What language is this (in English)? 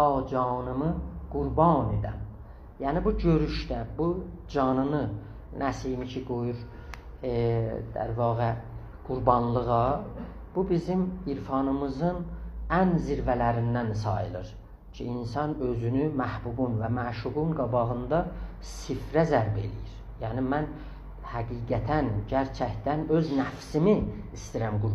South Azerbaijani